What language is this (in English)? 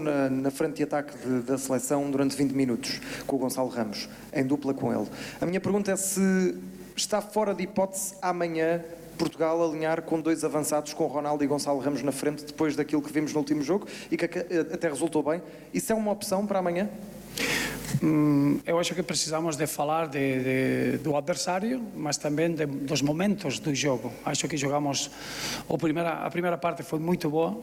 Portuguese